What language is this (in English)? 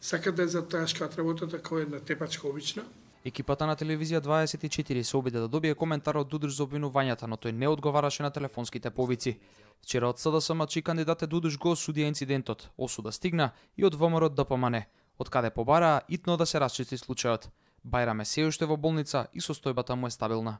Macedonian